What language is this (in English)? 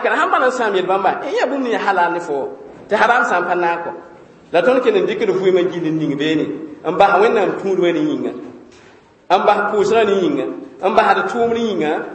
Mossi